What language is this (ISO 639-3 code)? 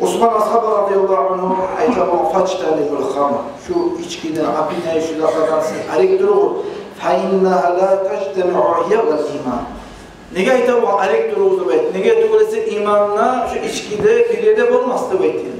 kum